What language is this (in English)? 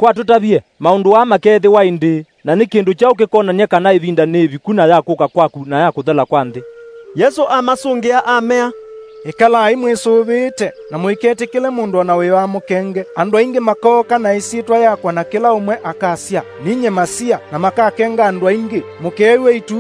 Kamba